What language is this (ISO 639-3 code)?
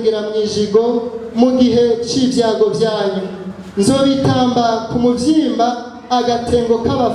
run